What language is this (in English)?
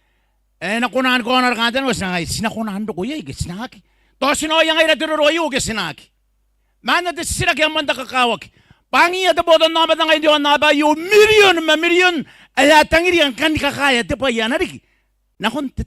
Gilbertese